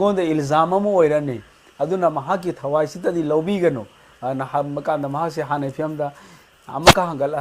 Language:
Manipuri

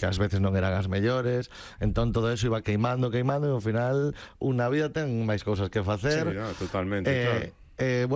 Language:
Galician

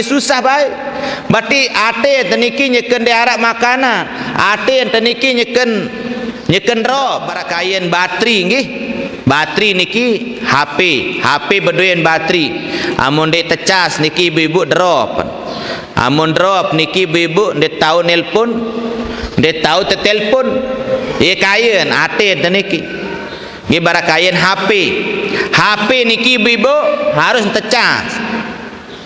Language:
Sasak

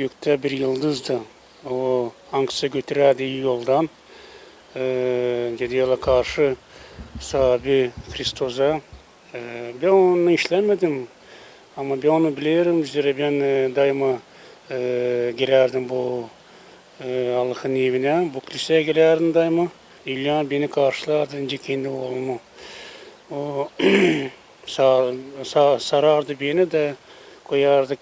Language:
Gagauz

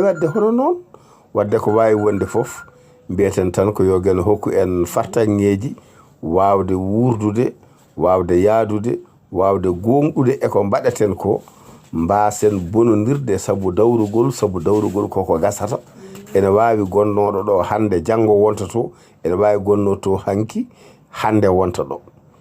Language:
Fula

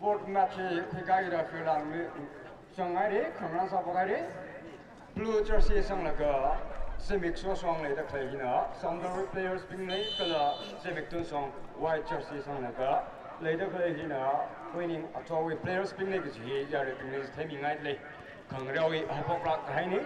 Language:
Tangkhul Naga (India)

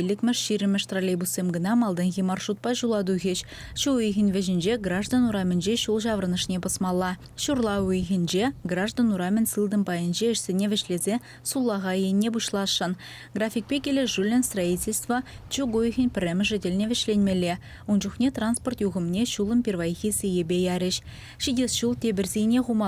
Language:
Chuvash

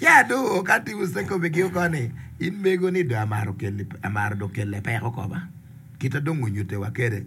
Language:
Acoli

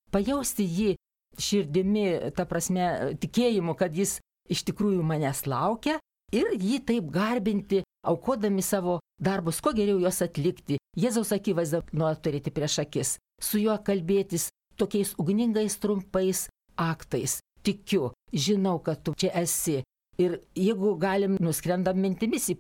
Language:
Lithuanian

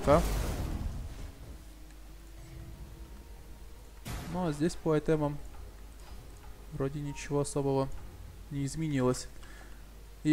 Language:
Russian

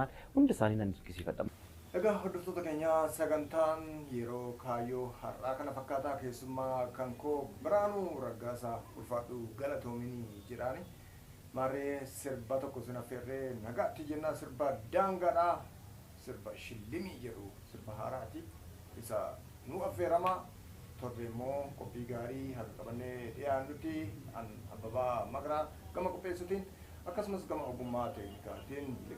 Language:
Oromo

